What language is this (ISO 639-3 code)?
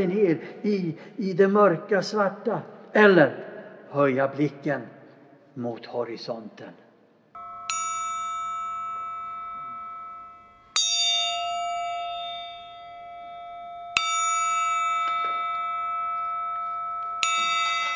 swe